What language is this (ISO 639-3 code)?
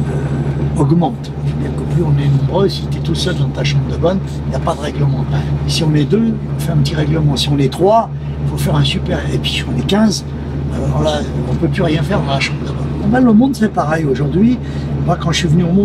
fra